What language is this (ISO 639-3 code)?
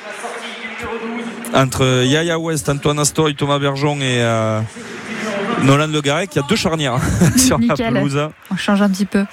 fra